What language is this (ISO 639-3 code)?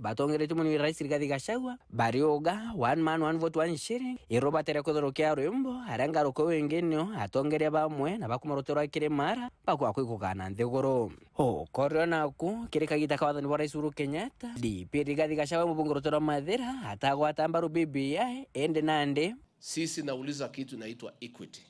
mer